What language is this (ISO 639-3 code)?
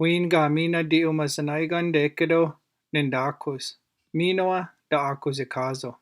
ciw